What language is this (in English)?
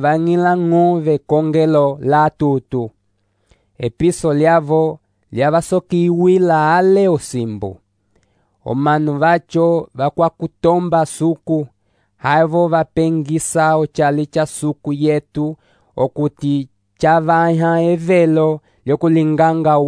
Umbundu